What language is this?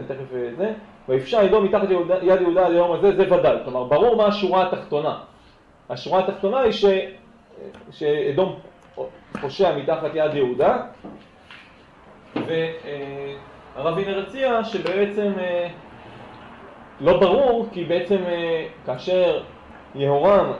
Hebrew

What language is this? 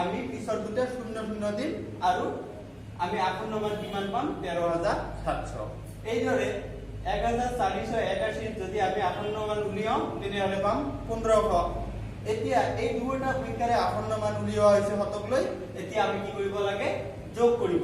Assamese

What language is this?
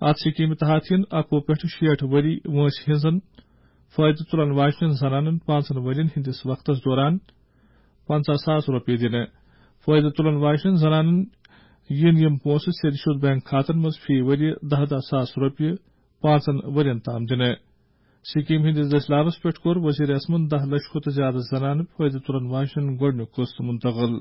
Kashmiri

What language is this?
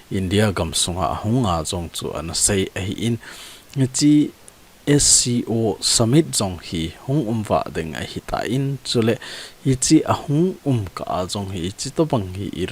Thado Chin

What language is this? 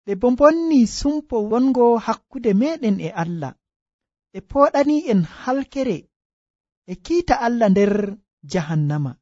Nigerian Fulfulde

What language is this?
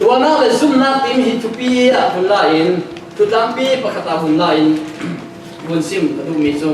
Falam Chin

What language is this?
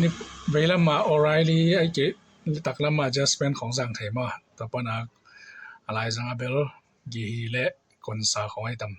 Tedim Chin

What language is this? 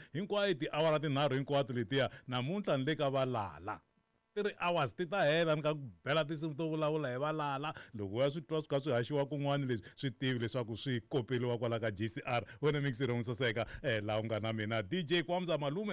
Tsonga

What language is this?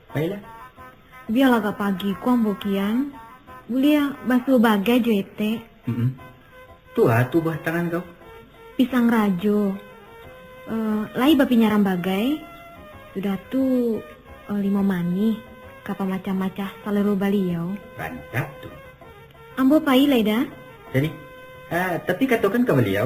Minangkabau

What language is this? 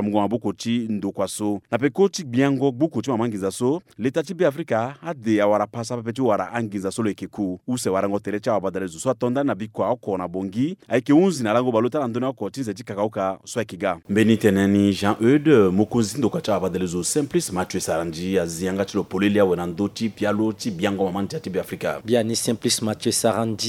Sango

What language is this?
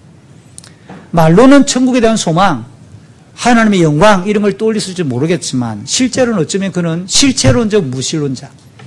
Korean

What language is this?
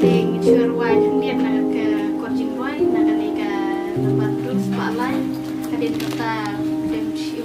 Khasi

